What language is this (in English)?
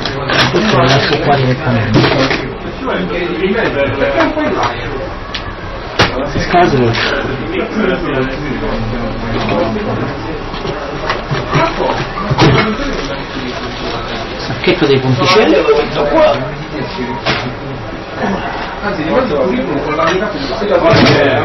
Italian